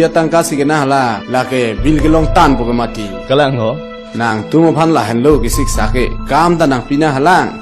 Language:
Karbi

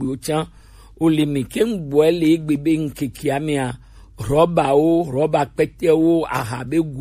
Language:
Gen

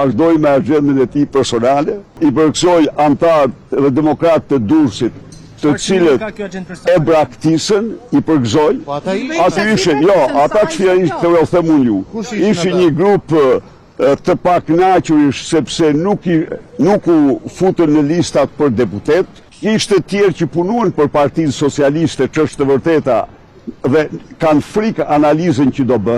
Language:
Albanian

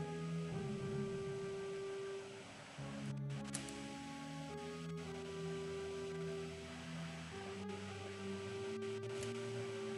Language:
Hungarian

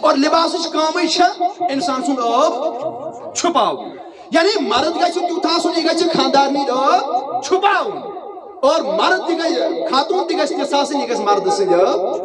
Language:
Kashmiri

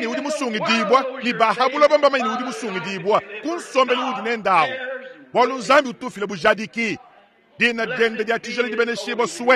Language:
Luba-Lulua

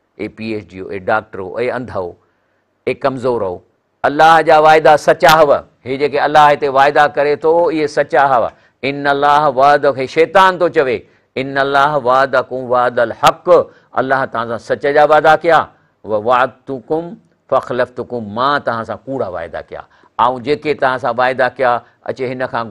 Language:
Sindhi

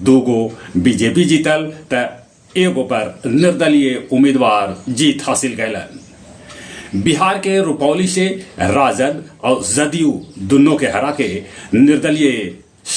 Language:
Magahi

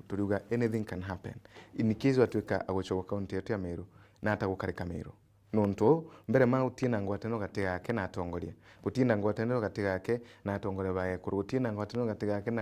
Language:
Meru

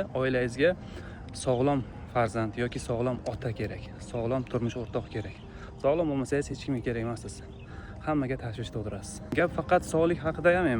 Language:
Uzbek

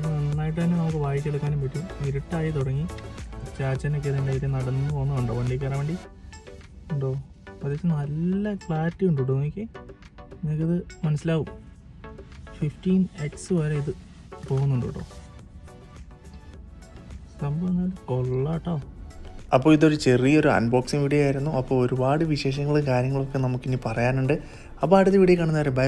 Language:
Malayalam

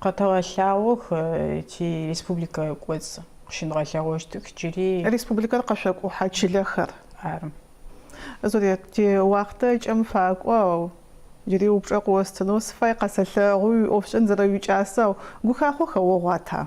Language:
Adyghe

